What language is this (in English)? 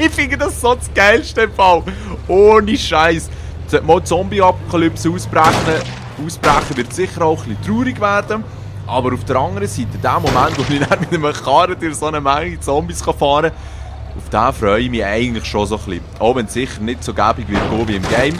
Swiss German